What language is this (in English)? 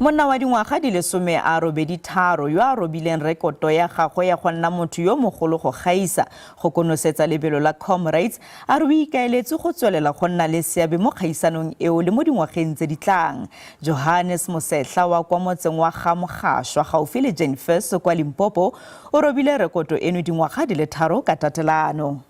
Northern Sotho